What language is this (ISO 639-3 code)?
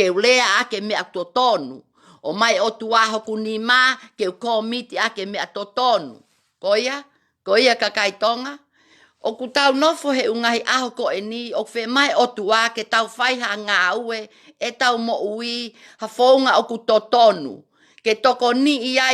ton